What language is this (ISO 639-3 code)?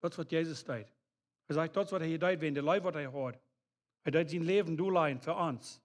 pdt